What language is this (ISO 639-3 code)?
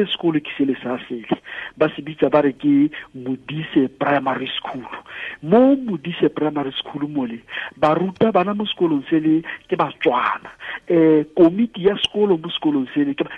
tsn